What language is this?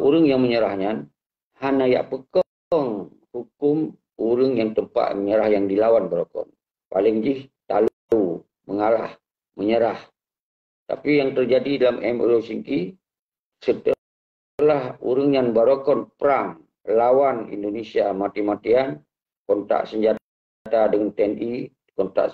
Achinese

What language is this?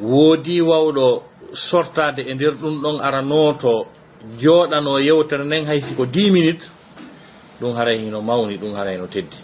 Fula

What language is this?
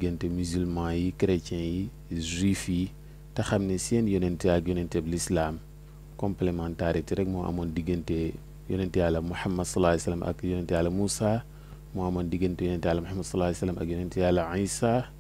Wolof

